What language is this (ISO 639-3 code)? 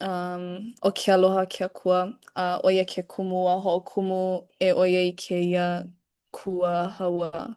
haw